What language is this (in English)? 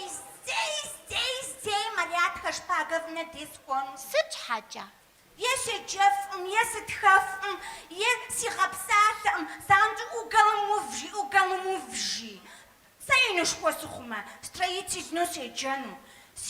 Kabardian